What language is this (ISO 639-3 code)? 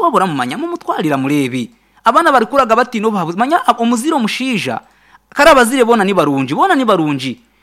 nyn